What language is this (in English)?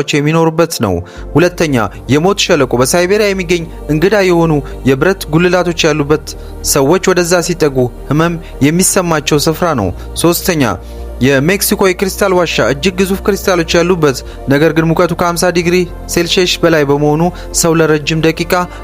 Amharic